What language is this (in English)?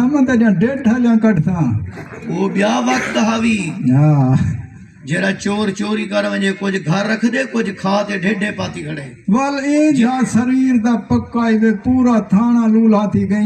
Saraiki